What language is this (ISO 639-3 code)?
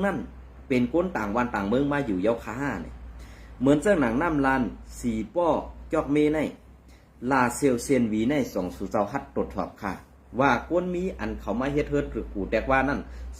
shn